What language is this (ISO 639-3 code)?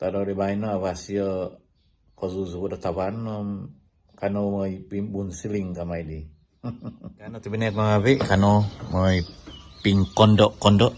dtp